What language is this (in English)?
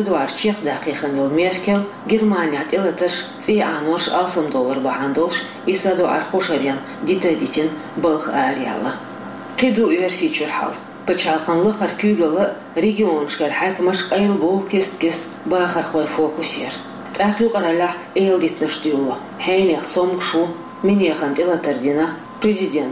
Chechen